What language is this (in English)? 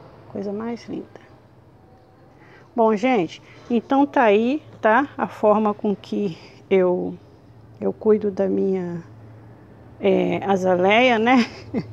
Portuguese